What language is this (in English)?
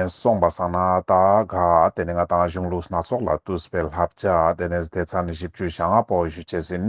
Ladakhi